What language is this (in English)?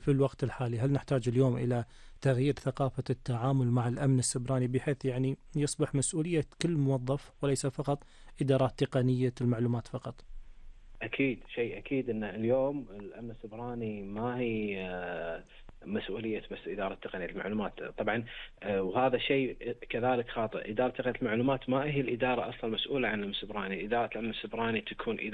Gulf Arabic